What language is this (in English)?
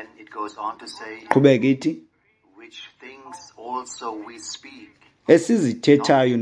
Xhosa